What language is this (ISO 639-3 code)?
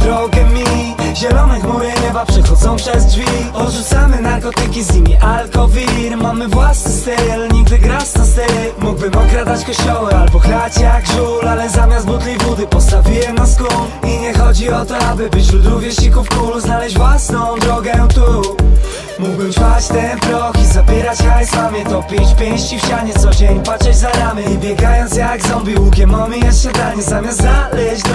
pol